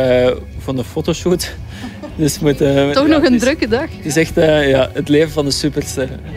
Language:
Dutch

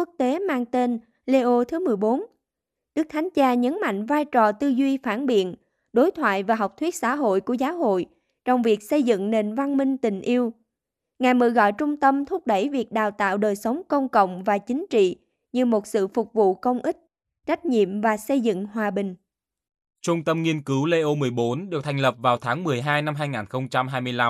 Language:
Vietnamese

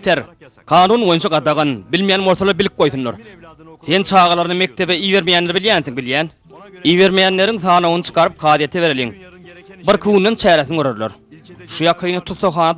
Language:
Turkmen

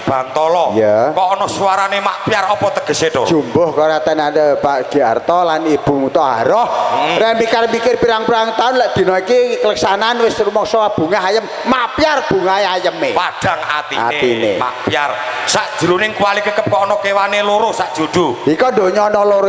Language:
Javanese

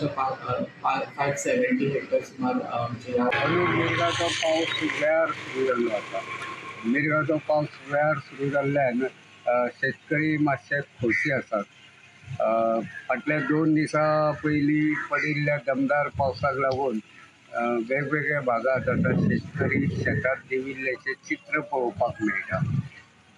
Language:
Konkani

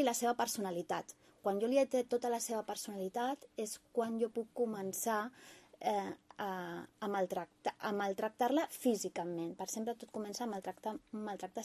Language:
Catalan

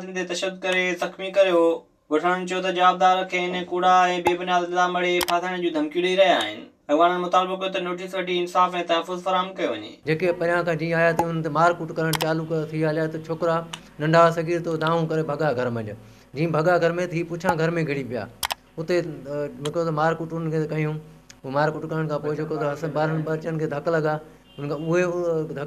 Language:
Sindhi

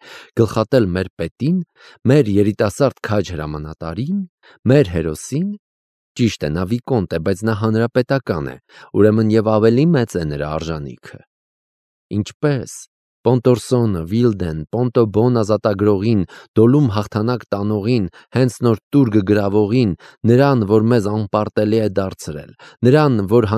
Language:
Armenian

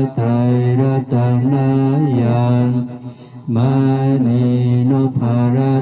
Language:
Pali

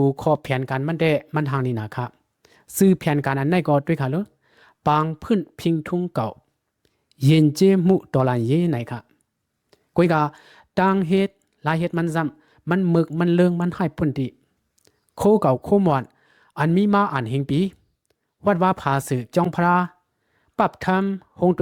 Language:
Shan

